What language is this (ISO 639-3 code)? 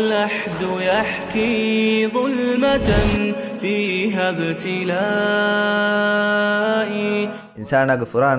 div